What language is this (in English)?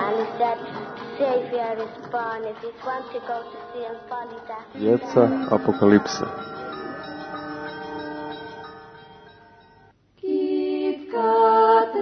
Serbian